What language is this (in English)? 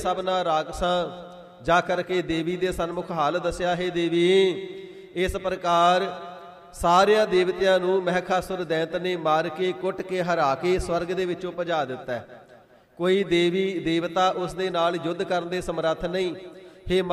Punjabi